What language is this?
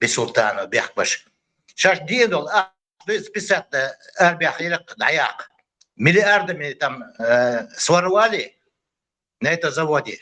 Chechen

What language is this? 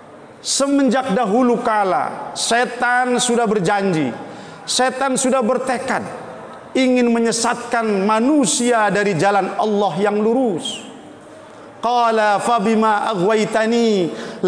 Indonesian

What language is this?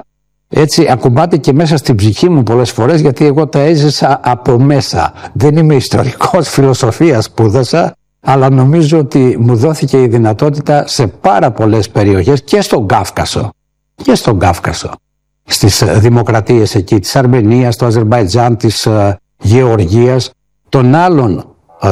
Greek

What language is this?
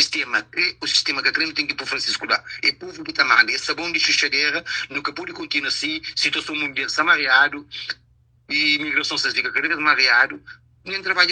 Kabuverdianu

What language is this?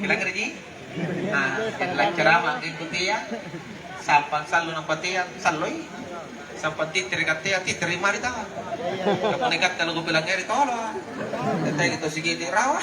Makasar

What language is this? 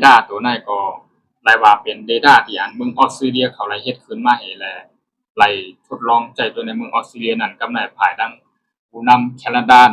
Shan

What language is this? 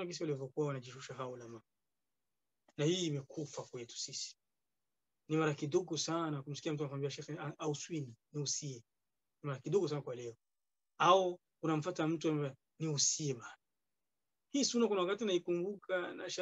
Swahili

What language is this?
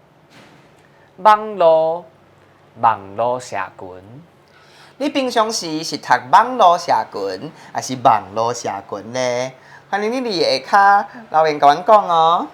Min Nan Chinese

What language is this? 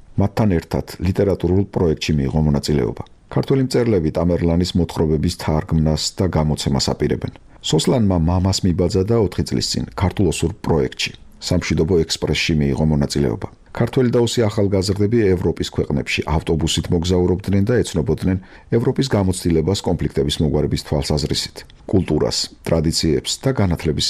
Georgian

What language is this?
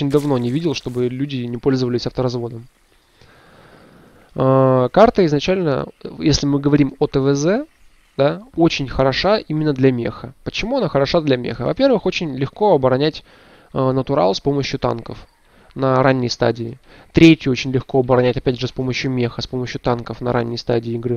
Russian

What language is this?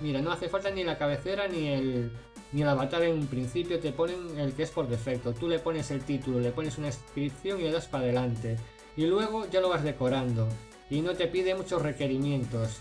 Spanish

